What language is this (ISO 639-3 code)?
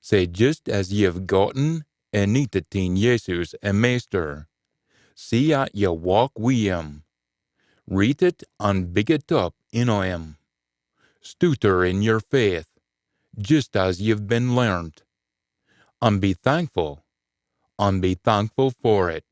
sco